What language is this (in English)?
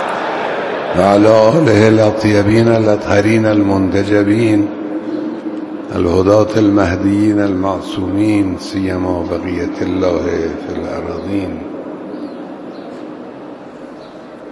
Persian